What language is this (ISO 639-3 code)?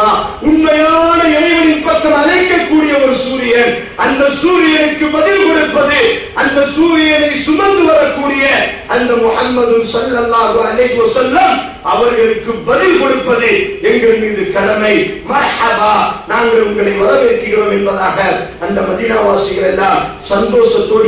tam